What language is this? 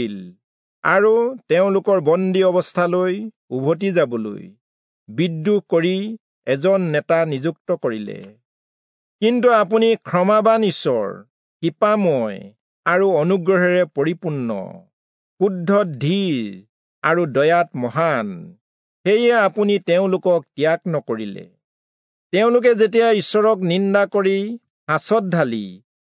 Assamese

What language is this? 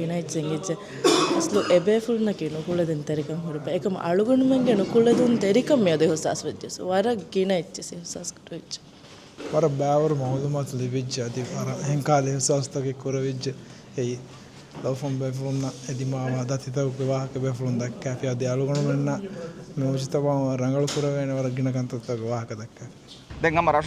Divehi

